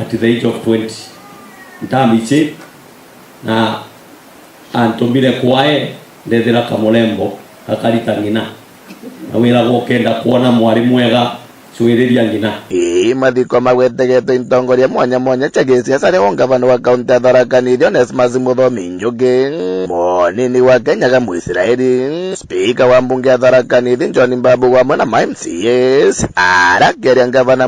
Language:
Meru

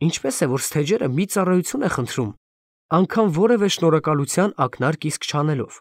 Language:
Armenian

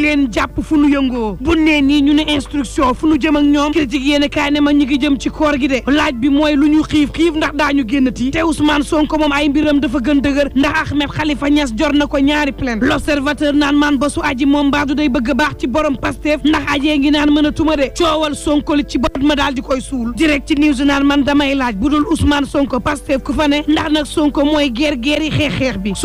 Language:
Wolof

